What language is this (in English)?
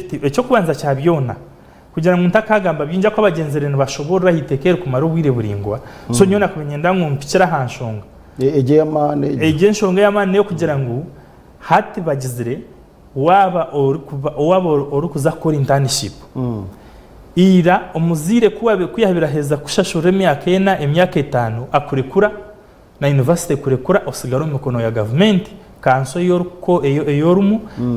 Nyankole